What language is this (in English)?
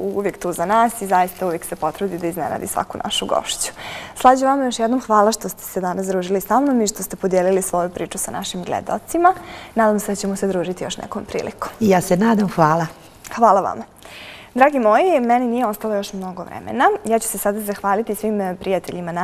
Bosnian